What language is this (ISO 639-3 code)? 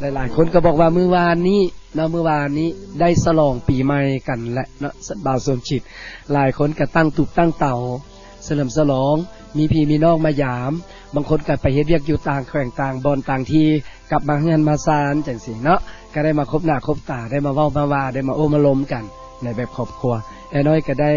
lao